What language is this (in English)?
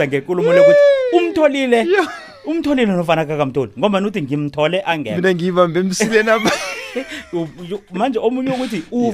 South Ndebele